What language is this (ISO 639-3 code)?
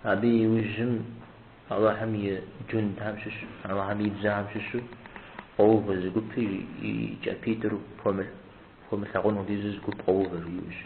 kbd